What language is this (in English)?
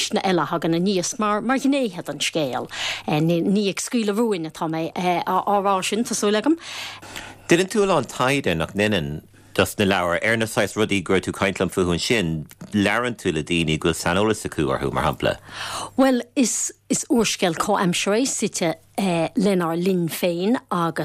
Irish